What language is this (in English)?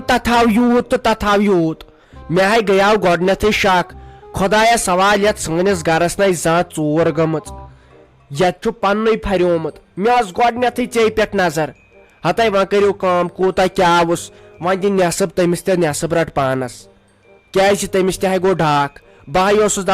Kashmiri